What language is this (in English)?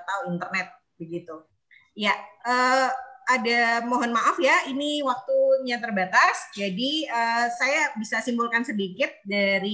Indonesian